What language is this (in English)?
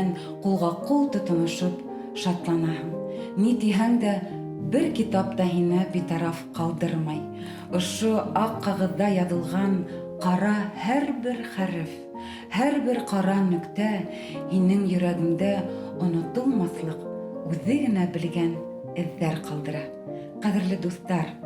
Bashkir